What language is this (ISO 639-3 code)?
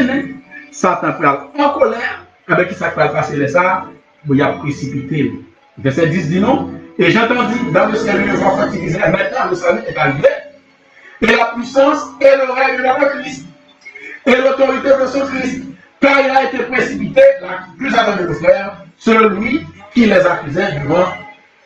fra